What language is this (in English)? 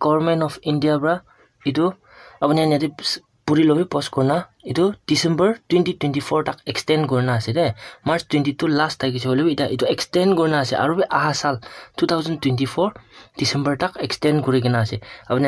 Naga Pidgin